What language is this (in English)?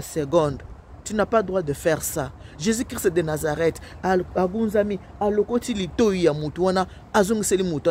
Lingala